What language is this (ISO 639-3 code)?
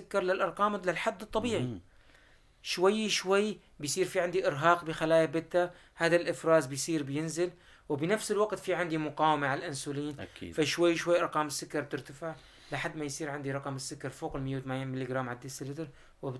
apc